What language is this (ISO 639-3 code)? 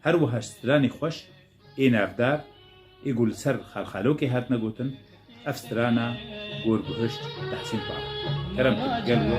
kur